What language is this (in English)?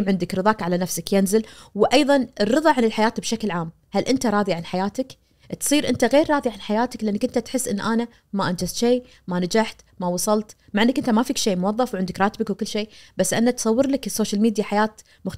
Najdi Arabic